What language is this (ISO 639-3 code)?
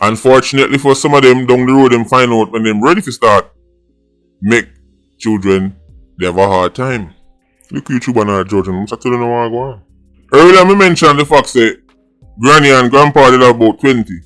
jam